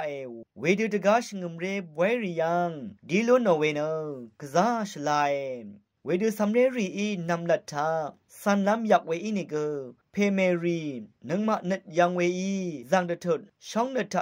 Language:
Rawang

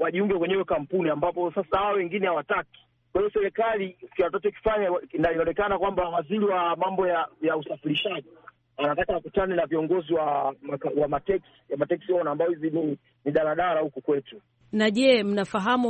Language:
Swahili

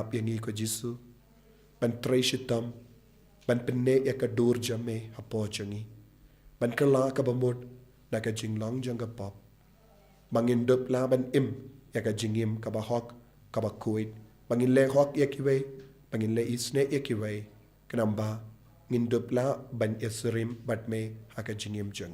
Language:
Khasi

